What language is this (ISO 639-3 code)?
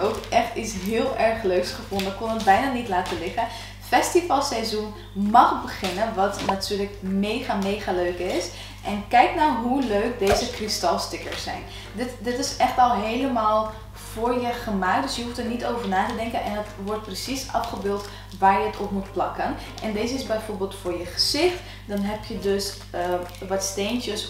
nld